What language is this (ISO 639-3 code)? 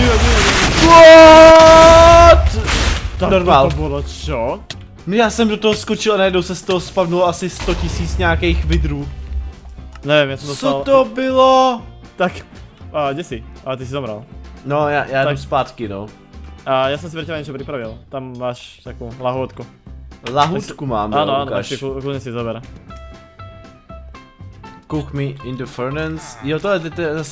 ces